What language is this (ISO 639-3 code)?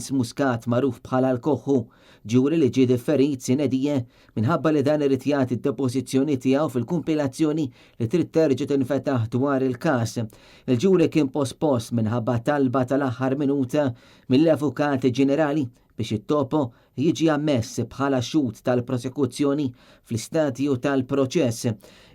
mlt